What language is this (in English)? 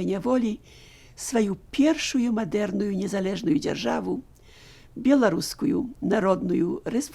Belarusian